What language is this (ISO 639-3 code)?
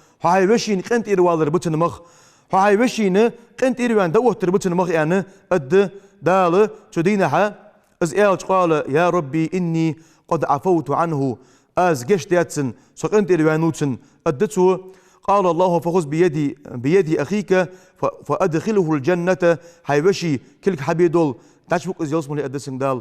inh